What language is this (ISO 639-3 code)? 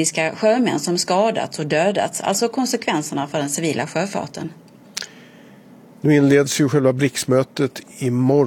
swe